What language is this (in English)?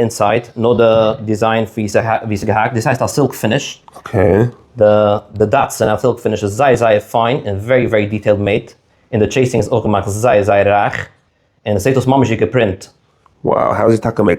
Yiddish